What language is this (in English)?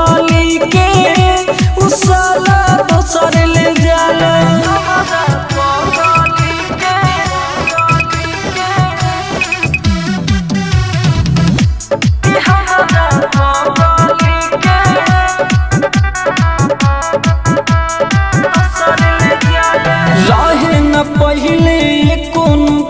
Bhojpuri